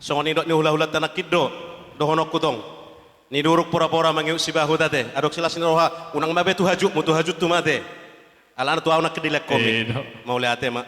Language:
Batak Toba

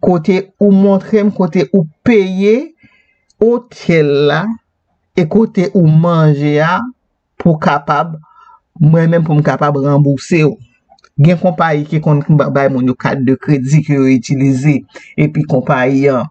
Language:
Haitian Creole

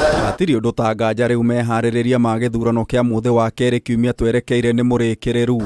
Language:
Kikuyu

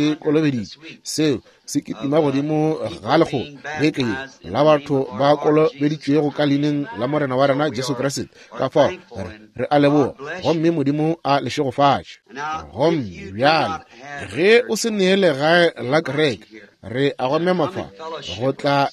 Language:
Northern Sotho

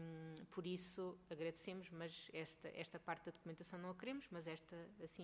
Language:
Portuguese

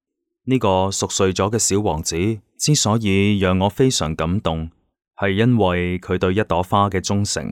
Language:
Cantonese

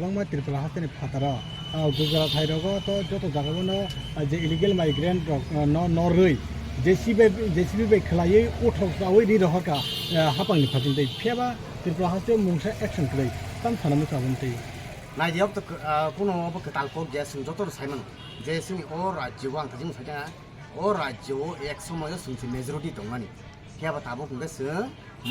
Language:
Kok Borok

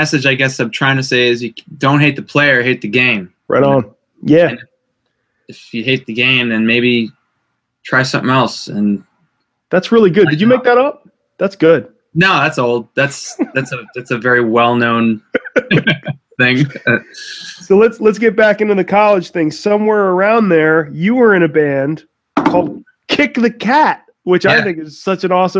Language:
English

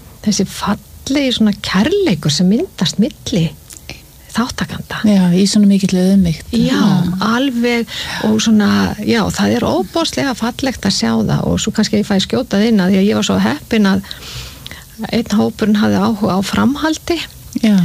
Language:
Icelandic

